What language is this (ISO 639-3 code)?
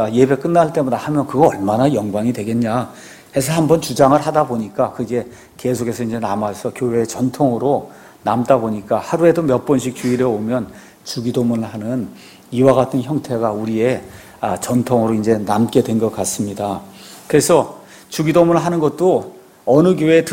kor